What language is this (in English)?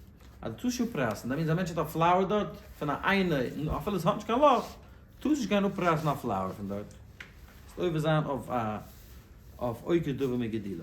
Yiddish